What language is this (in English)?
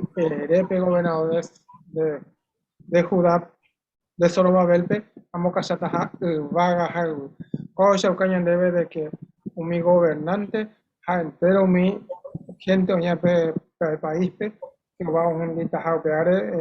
Guarani